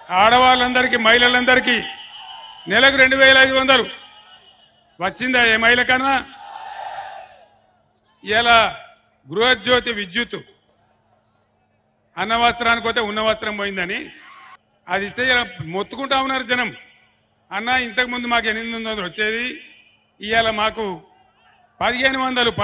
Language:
Telugu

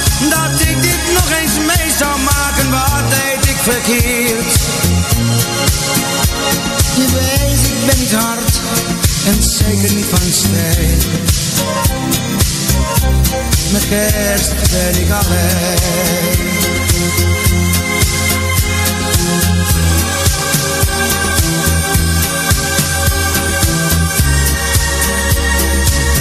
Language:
Dutch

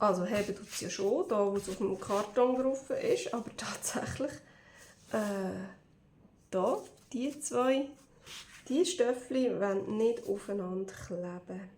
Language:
Swiss German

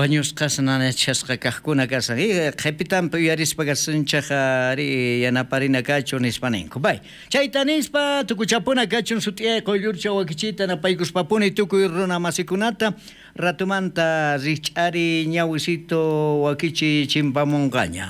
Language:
South Bolivian Quechua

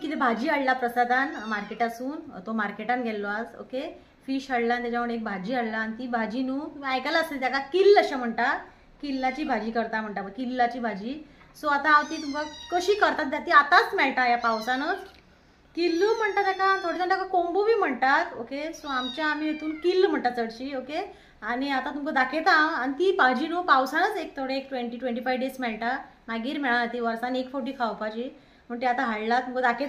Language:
Konkani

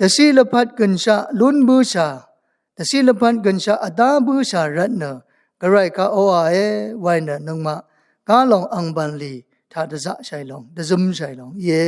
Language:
Rawang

